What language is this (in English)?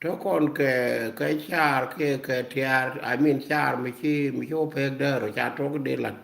Nuer